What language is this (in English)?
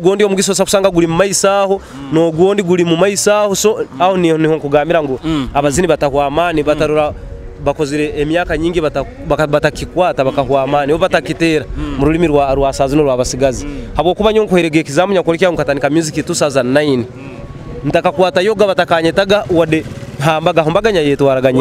Nyoro